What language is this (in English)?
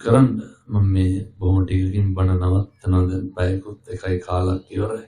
Sinhala